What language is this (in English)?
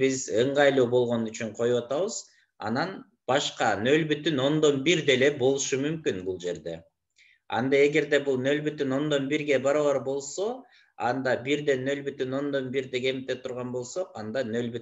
Kyrgyz